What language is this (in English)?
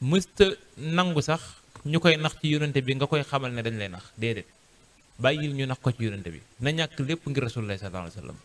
Wolof